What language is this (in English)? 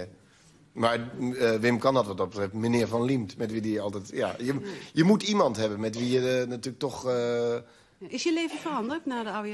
Dutch